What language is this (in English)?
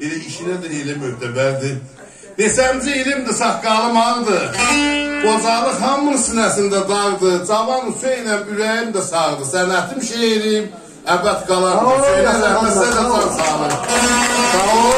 South Azerbaijani